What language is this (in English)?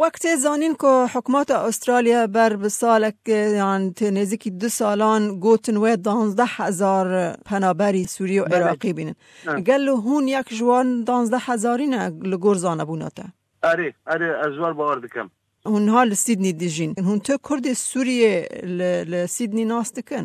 Kurdish